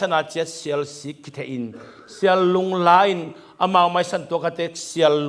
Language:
Tedim Chin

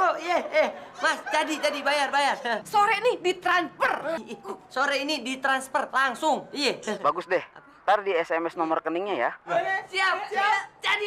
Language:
Betawi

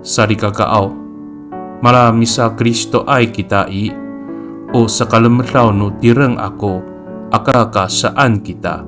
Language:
Amis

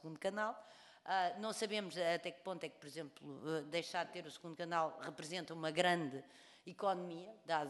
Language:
Portuguese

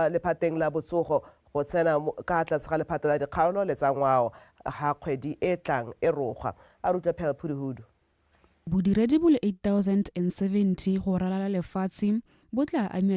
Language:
Tswana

